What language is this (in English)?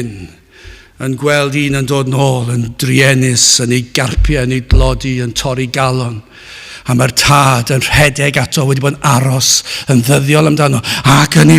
Welsh